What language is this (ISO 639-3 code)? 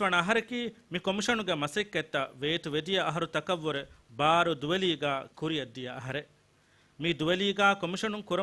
div